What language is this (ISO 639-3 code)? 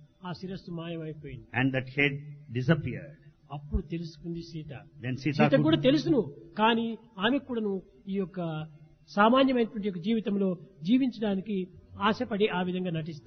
tel